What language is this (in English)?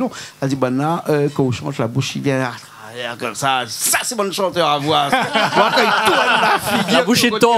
Réunion Creole French